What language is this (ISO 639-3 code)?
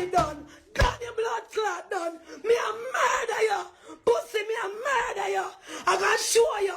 jam